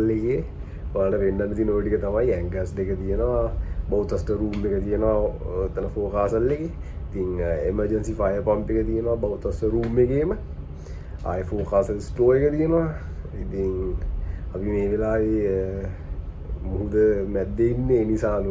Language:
Sinhala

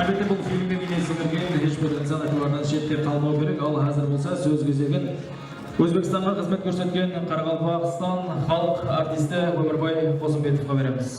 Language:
Kara-Kalpak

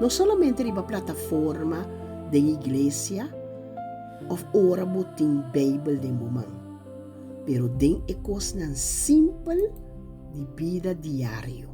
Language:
Papiamento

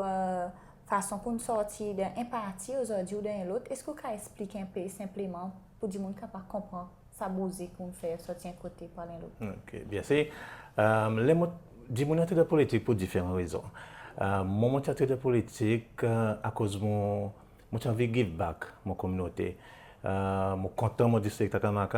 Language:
Seselwa Creole French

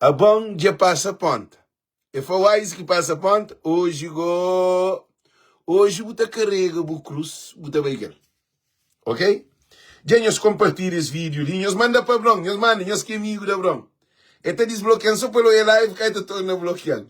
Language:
Kabuverdianu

